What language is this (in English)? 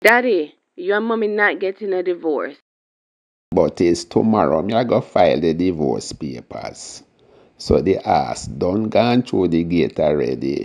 Jamaican Creole English